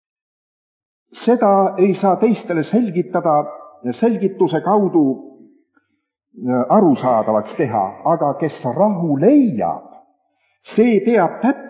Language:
Estonian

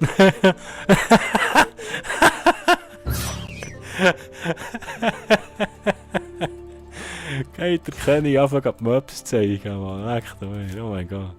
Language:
Swiss German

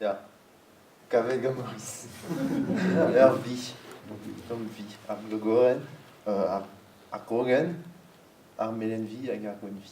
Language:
Breton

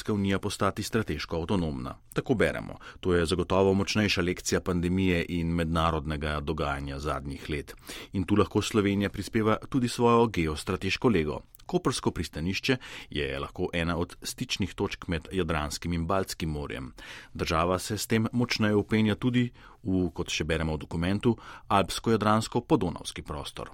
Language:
Slovenian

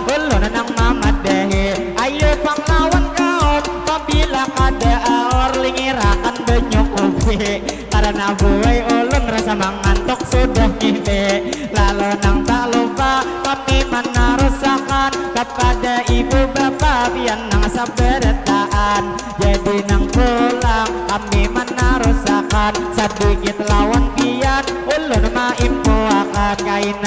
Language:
Banjar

